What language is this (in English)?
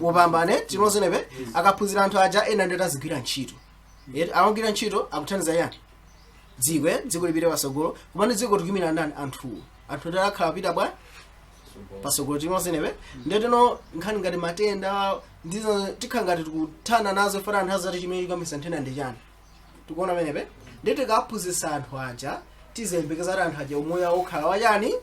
Nyanja